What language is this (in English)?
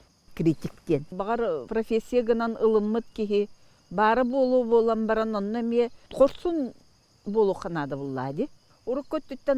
Yakut